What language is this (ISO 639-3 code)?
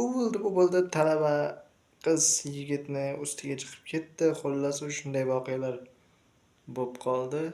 uzb